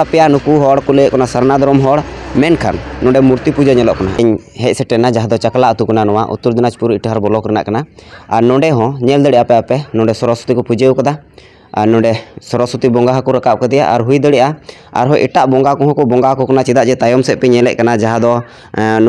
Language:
Santali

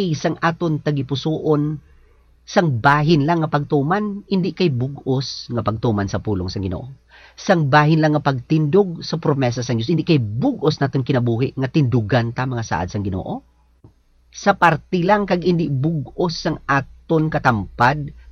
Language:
Hiligaynon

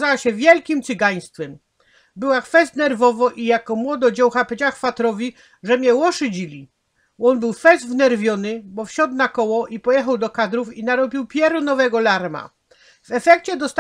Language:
Silesian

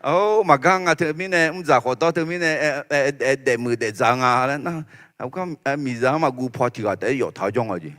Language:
Akha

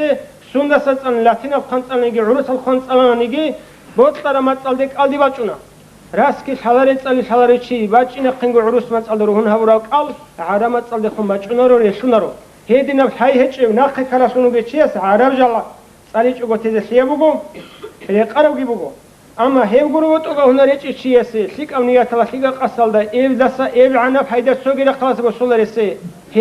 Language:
Avaric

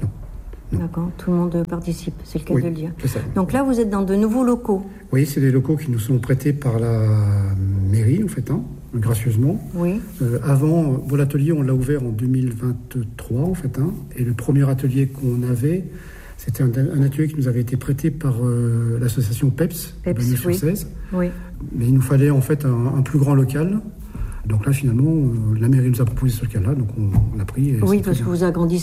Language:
French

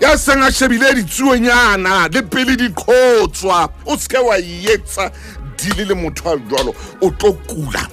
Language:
Southern Sotho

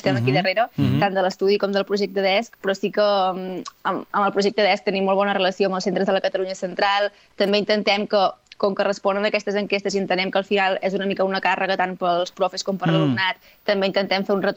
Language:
Catalan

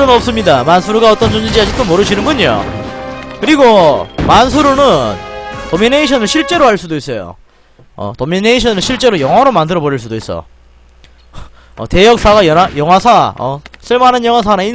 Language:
Korean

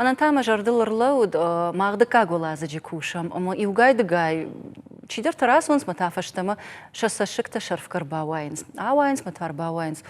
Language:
Ossetic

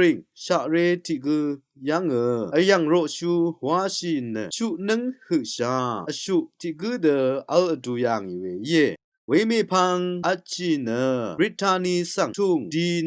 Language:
Rawang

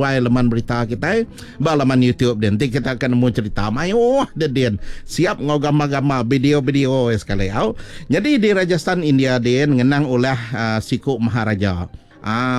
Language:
Iban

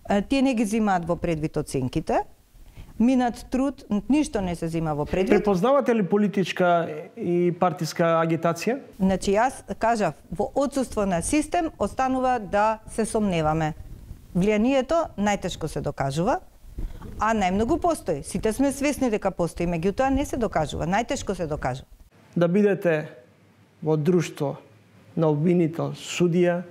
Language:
Macedonian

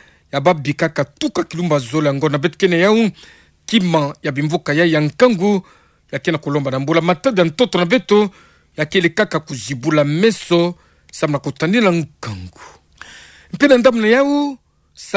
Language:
Kituba (Democratic Republic of Congo)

